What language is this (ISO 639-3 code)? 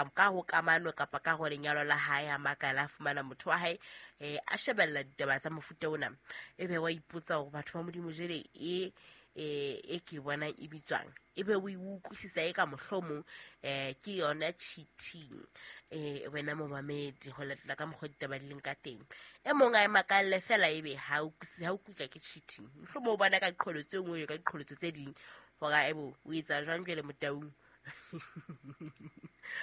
sot